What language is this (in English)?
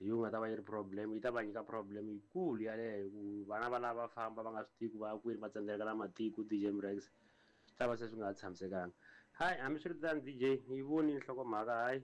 Tsonga